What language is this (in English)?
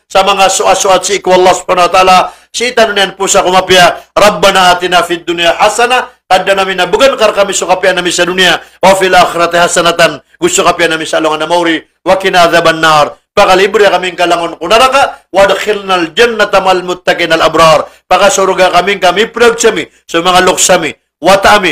Maranao